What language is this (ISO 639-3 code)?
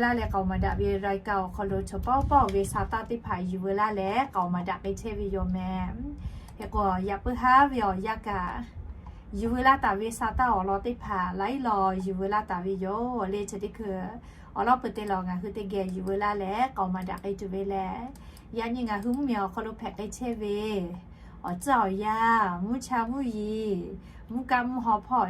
lhu